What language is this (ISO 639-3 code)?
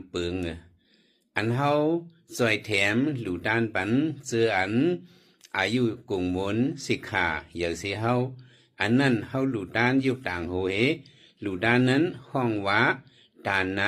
shn